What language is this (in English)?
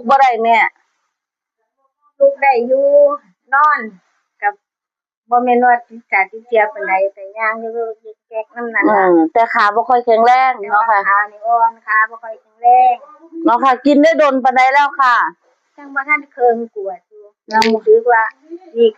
Northeastern Thai